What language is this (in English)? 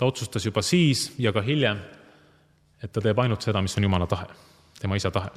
Estonian